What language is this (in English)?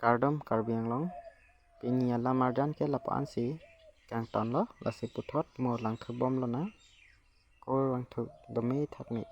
Karbi